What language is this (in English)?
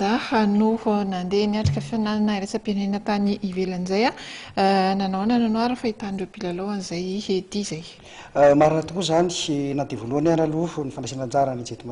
Malagasy